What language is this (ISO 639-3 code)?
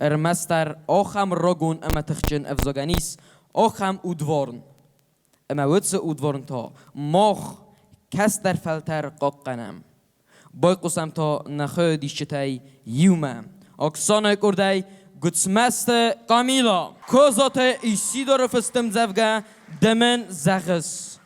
oss